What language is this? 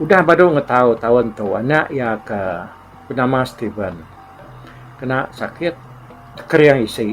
Iban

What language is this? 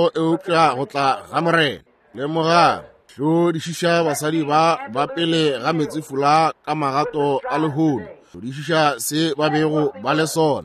Northern Sotho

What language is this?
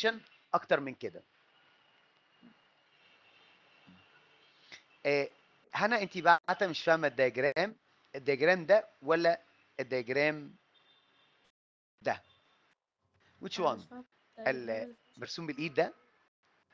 Egyptian Arabic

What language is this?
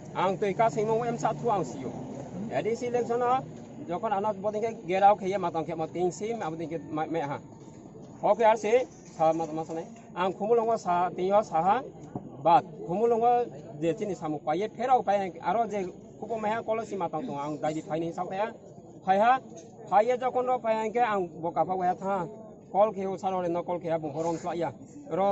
Kok Borok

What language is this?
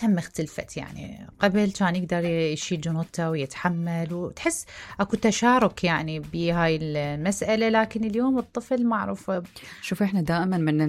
Mesopotamian Arabic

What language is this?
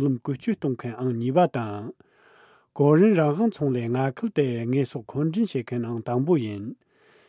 Tibetan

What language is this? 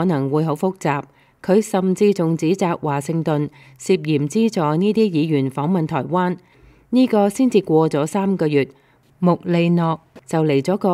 Cantonese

